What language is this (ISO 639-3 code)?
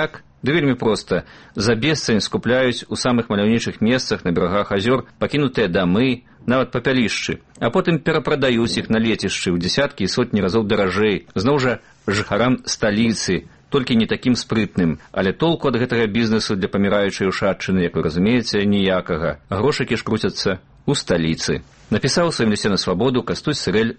bel